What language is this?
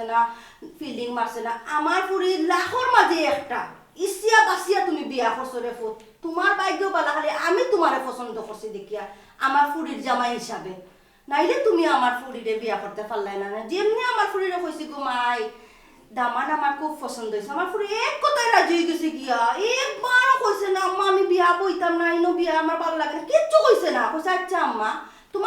Sylheti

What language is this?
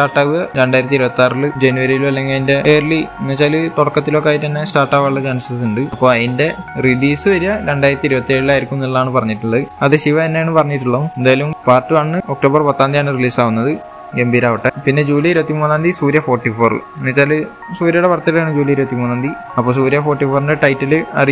Malayalam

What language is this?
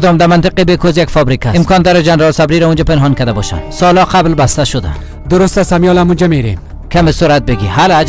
Persian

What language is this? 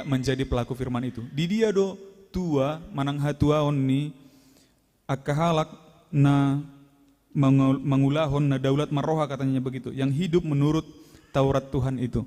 Batak Toba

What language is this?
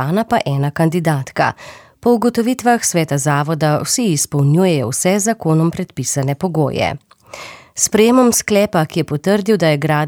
Slovenian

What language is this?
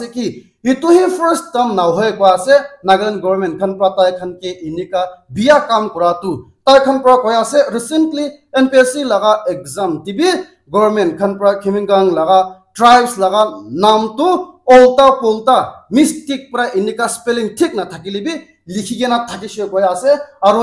Naga Pidgin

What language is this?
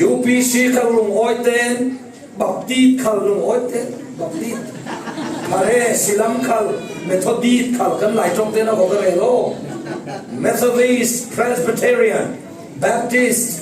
Falam Chin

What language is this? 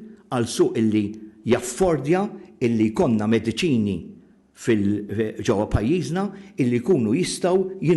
Maltese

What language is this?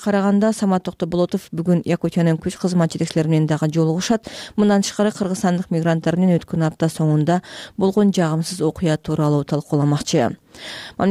Kyrgyz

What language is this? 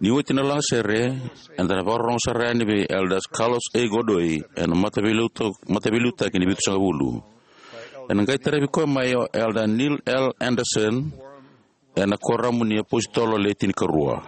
Fijian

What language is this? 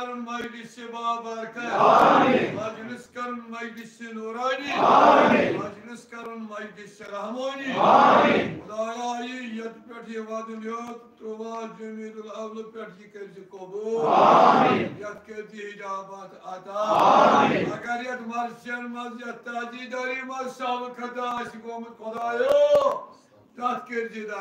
Kashmiri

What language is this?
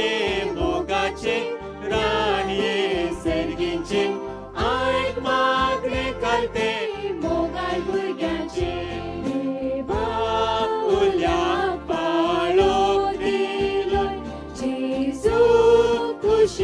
Konkani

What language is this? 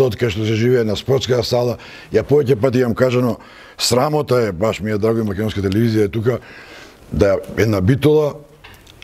Macedonian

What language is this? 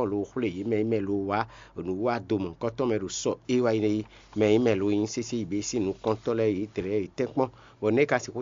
Fon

